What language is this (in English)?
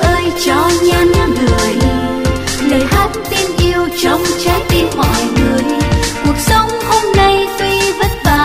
Vietnamese